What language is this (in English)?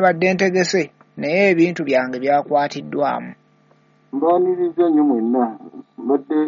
Ganda